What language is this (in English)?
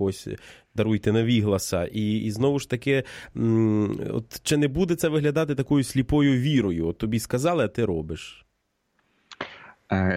Ukrainian